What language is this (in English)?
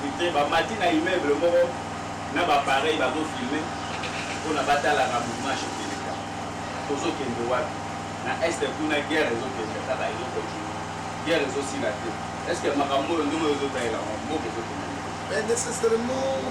Lingala